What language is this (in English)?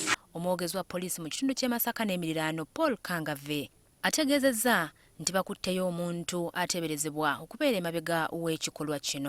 Ganda